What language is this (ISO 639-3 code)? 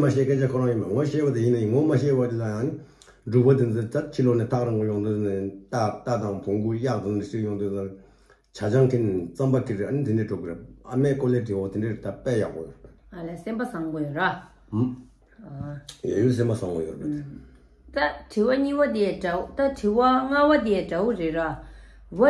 bod